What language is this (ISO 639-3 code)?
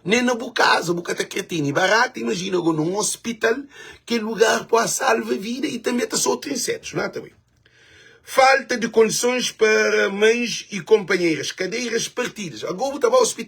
kea